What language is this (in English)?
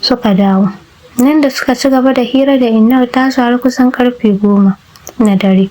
Hausa